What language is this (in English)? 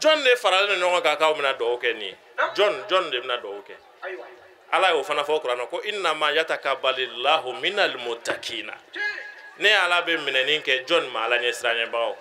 Bambara